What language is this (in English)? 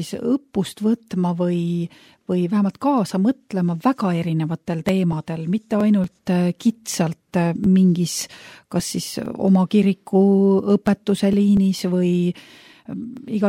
Estonian